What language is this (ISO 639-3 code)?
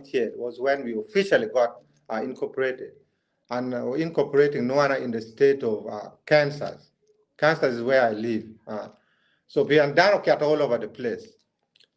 ach